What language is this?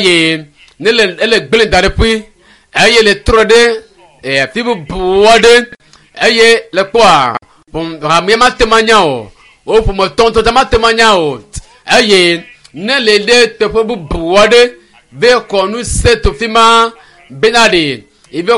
Ewe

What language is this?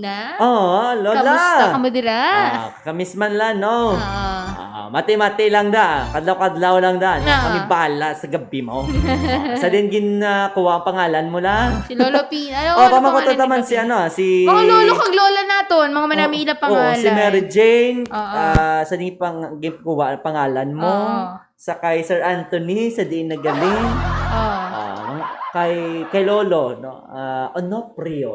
Hiligaynon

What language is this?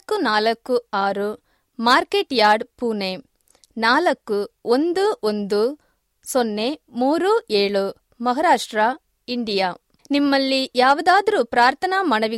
Kannada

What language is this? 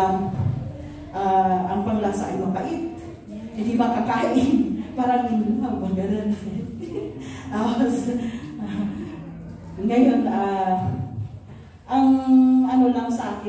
Filipino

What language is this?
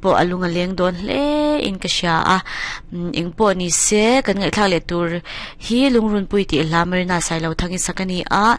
Mizo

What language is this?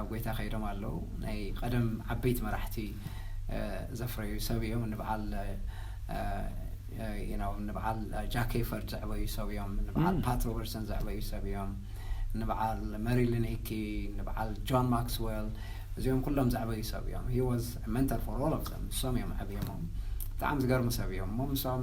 Tigrinya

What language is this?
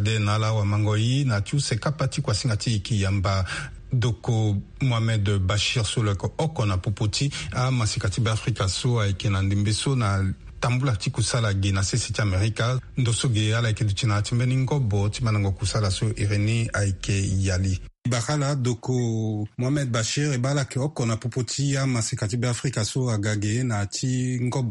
Sango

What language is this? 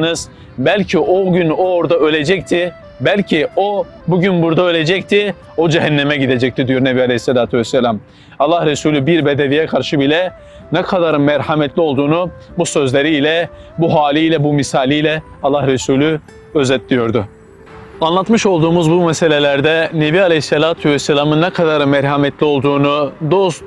Turkish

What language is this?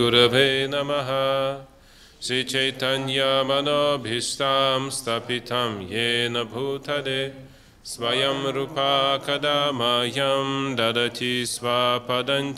Russian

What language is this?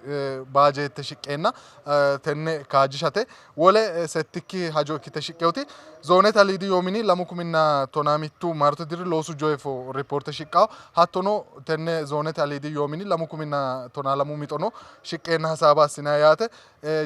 Sidamo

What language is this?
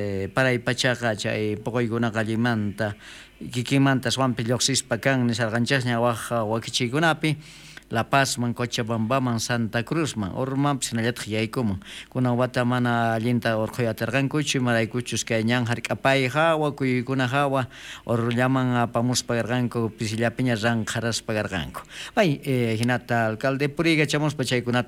South Bolivian Quechua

